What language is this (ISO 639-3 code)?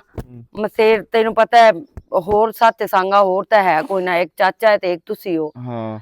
lah